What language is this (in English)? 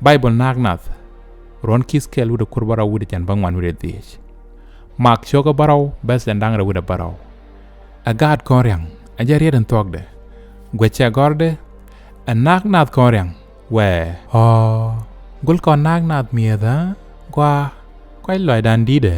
Nuer